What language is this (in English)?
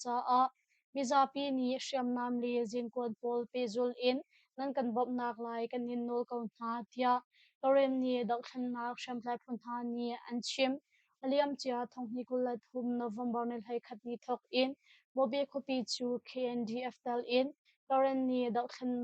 Hakha Chin